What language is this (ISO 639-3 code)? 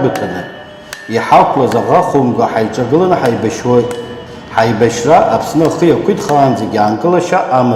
abk